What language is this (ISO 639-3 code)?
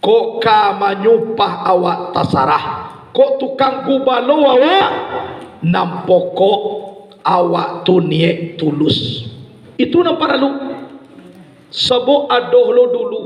min